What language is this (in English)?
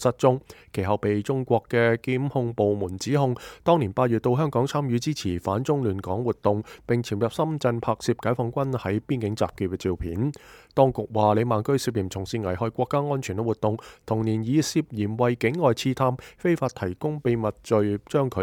Cantonese